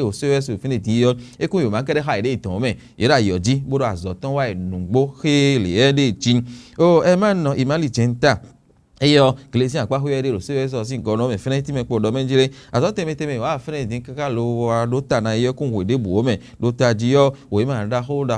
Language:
Fon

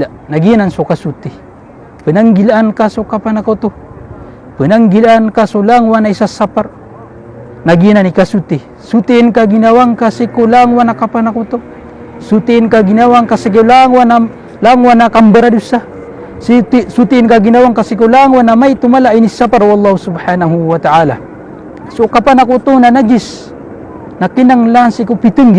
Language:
Maranao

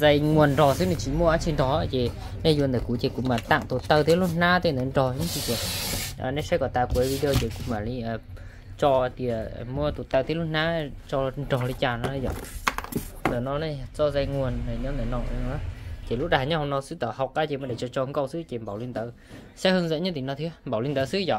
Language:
Hmong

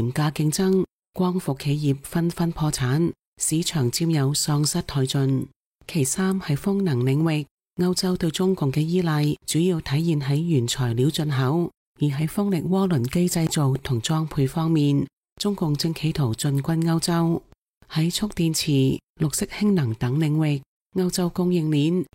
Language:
Cantonese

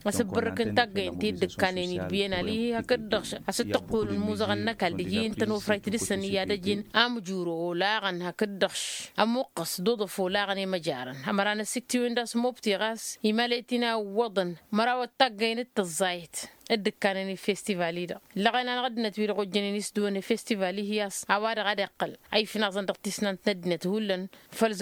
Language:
Tamasheq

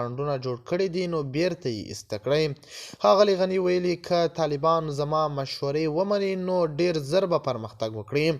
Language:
Pashto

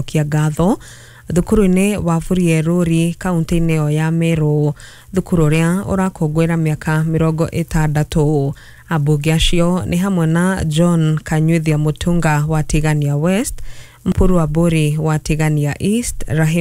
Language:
Kikuyu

